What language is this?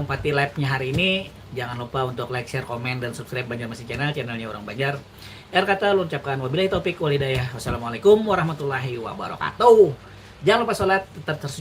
Banjar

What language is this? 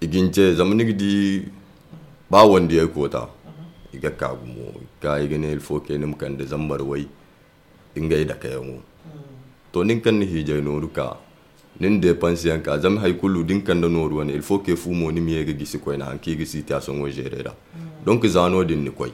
Zarma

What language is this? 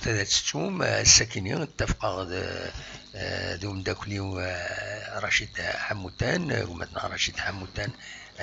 Kabyle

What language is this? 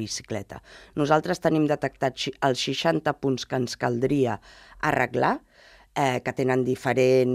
Catalan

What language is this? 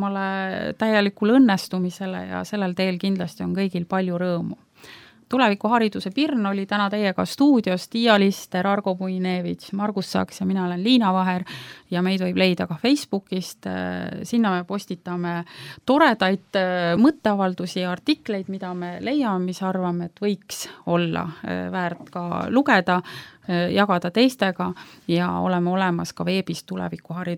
Estonian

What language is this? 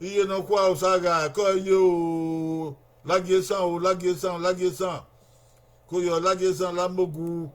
Bini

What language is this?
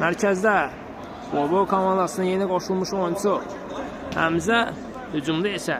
Azerbaijani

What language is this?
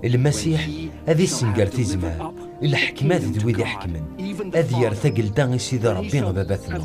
Kabyle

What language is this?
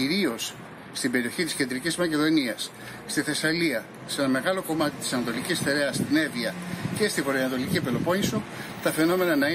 Greek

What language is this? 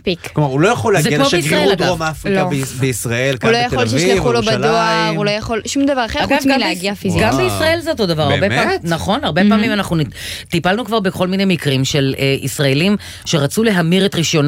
Hebrew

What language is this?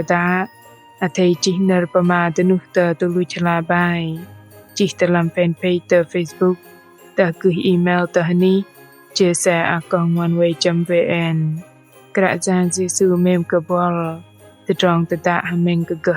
Bahnar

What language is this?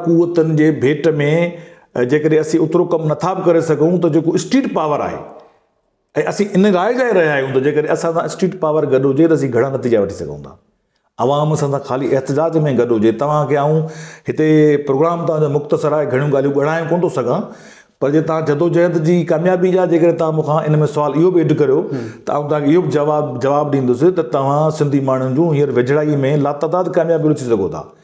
Sindhi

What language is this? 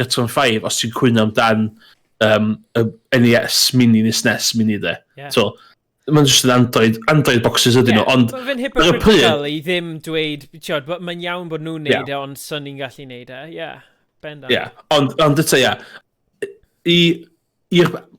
Welsh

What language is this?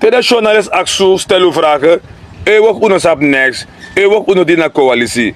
Sranan Tongo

